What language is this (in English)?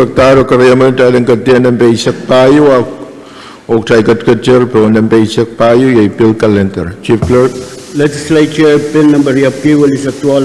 Pohnpeian